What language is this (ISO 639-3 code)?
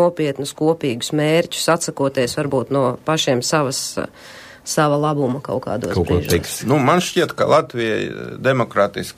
lav